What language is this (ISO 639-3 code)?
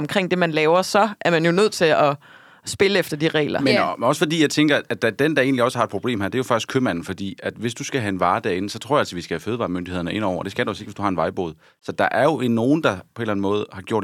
dan